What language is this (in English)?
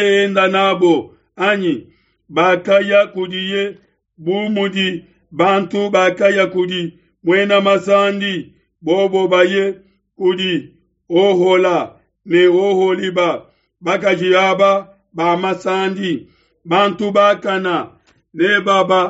Luba-Lulua